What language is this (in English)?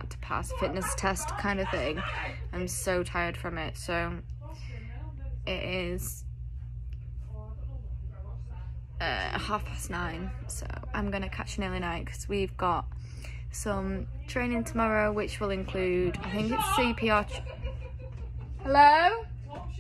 English